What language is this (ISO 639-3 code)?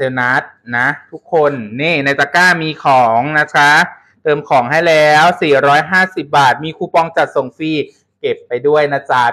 tha